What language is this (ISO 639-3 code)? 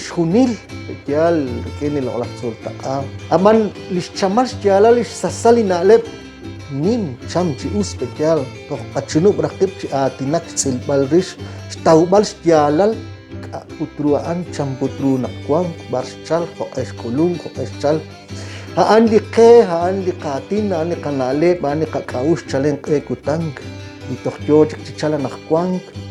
kek